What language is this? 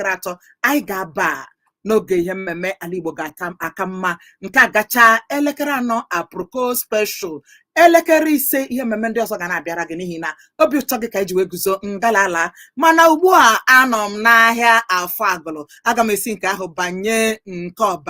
Igbo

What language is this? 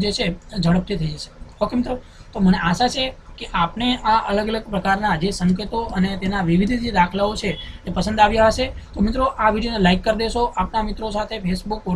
Gujarati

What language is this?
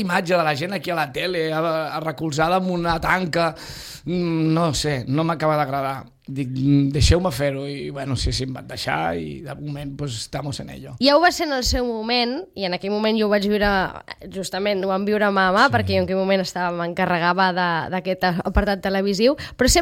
Catalan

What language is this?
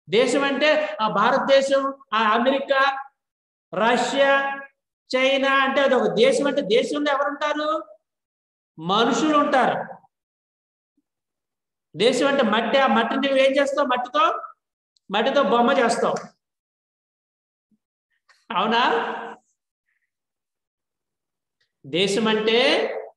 Telugu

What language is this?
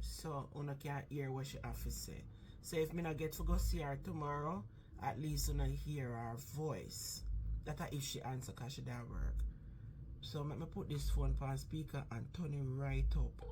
Jamaican Creole English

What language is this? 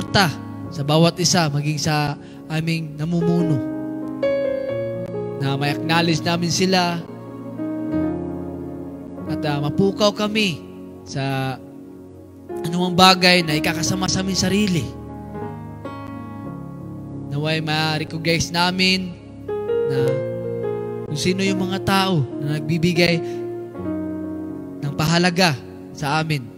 Filipino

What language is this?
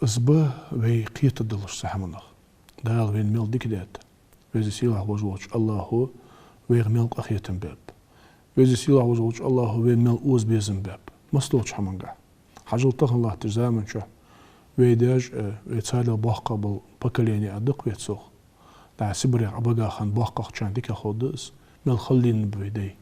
Ingush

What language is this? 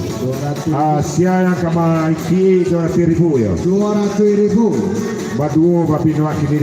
Minangkabau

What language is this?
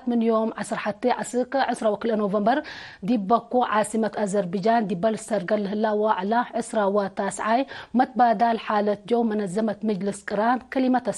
Tigre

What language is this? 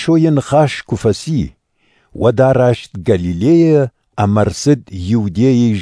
Ossetic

